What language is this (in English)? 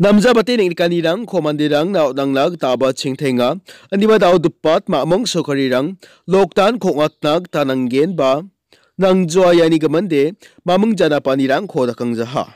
Garo